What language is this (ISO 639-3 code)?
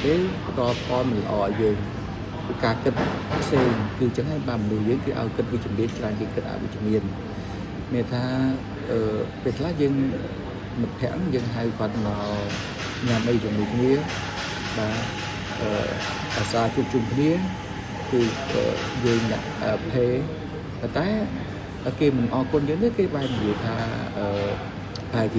khm